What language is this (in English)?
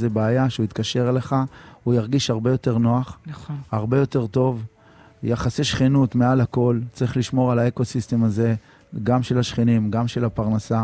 Hebrew